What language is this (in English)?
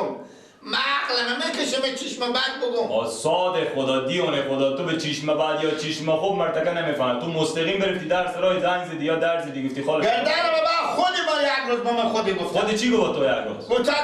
Persian